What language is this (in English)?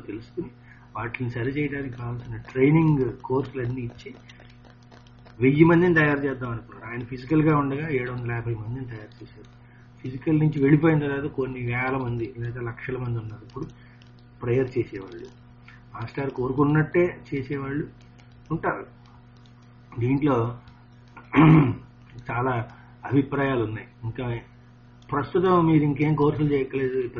Telugu